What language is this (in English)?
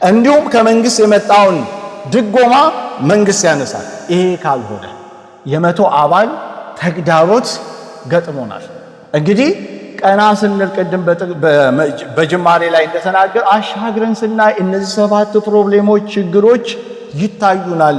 Amharic